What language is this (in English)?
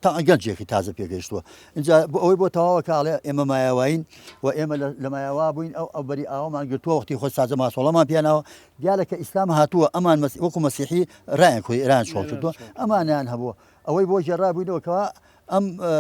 Central Kurdish